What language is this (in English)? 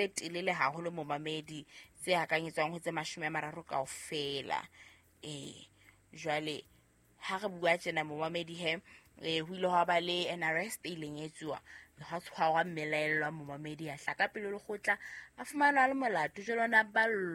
Southern Sotho